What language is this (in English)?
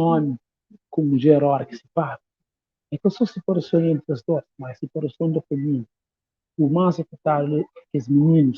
Kabuverdianu